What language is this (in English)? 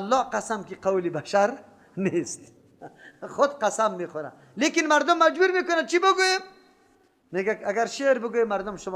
Persian